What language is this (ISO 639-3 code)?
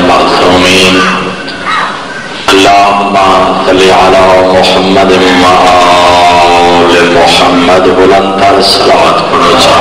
urd